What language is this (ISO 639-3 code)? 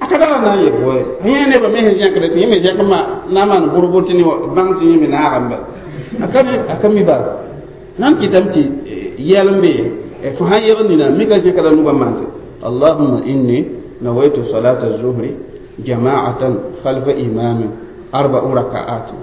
mos